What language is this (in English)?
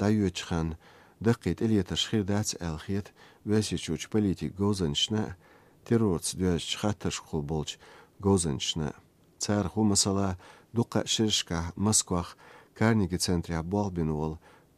Chechen